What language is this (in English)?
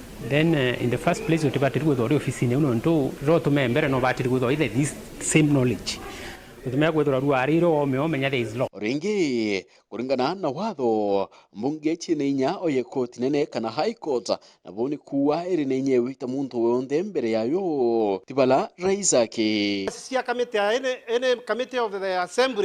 Meru